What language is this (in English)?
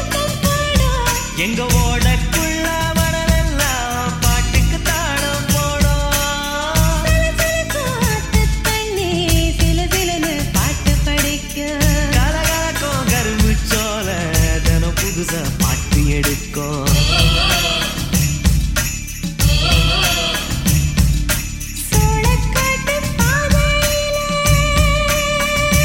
Tamil